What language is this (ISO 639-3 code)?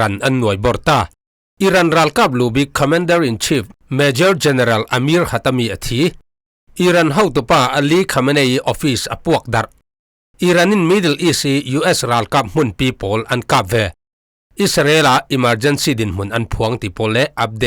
cfm